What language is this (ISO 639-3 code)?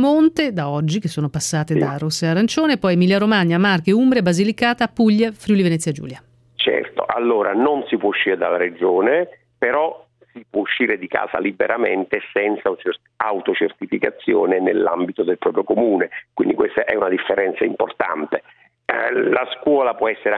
ita